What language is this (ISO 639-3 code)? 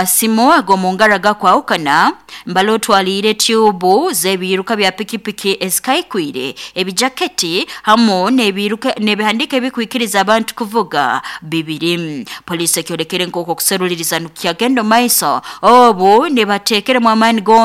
nyo